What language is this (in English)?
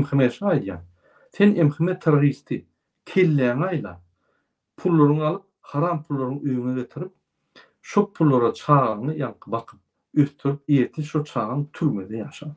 Turkmen